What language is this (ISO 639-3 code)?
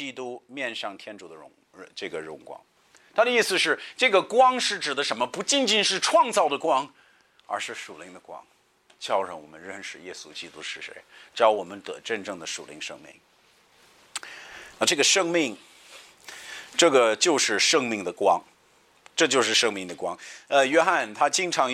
zho